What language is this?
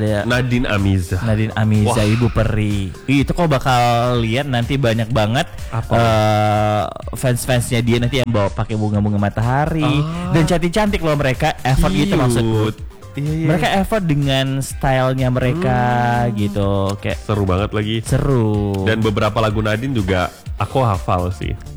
Indonesian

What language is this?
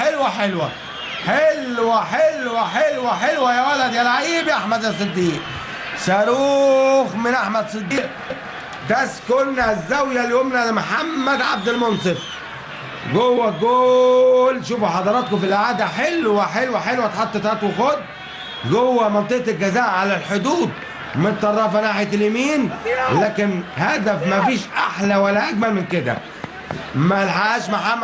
Egyptian Arabic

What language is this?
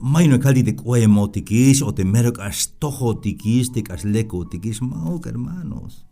Tzeltal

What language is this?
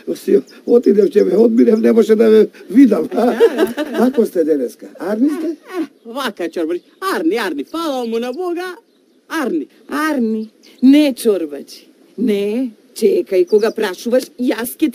Macedonian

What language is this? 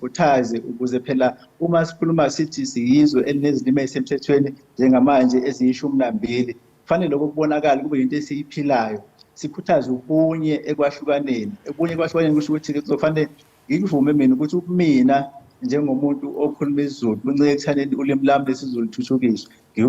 Zulu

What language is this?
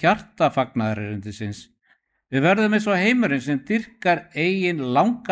Icelandic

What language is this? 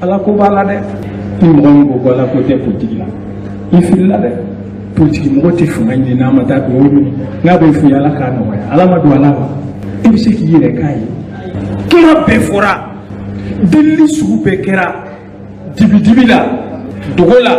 Bambara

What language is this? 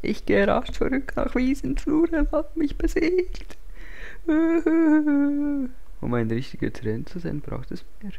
Swiss German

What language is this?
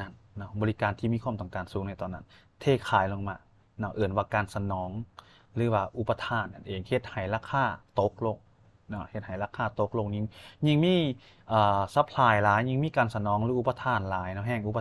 Lao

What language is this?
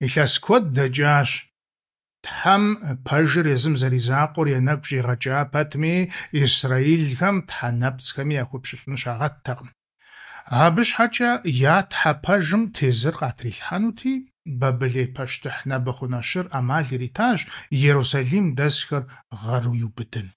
Kabardian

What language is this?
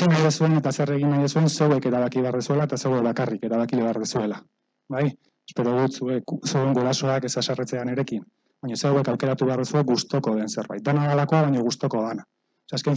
Basque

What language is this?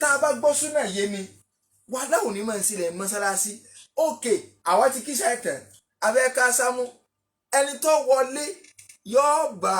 Yoruba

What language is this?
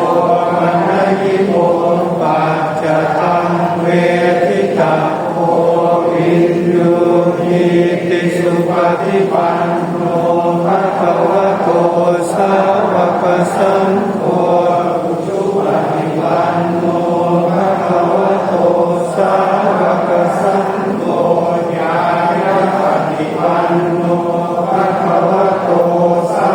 Pali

